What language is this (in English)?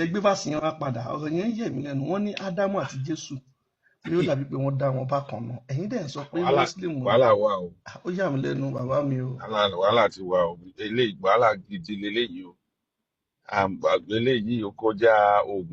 Yoruba